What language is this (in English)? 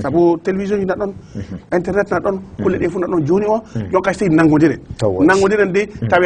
Fula